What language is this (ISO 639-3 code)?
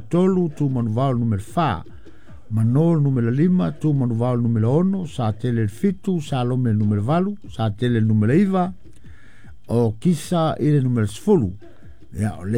smo